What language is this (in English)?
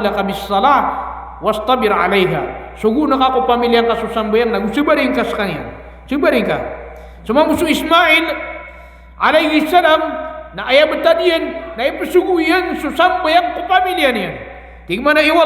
Maranao